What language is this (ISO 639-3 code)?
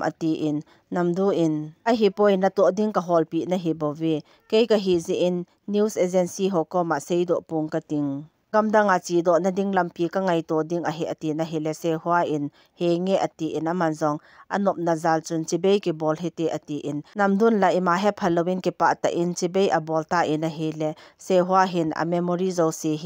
tcz